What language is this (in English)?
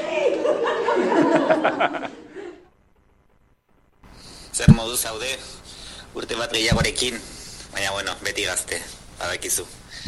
Basque